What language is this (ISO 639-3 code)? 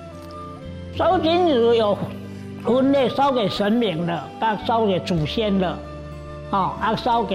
zho